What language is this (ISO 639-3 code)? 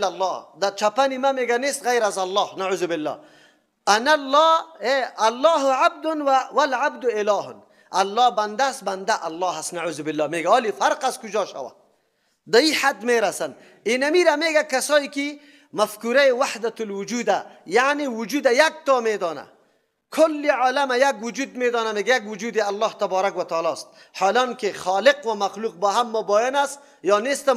fas